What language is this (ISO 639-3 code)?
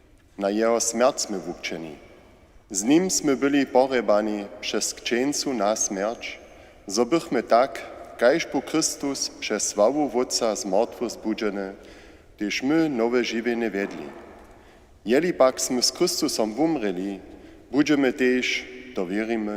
hsb